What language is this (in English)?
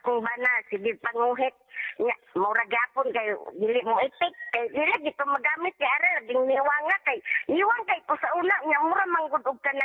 Cebuano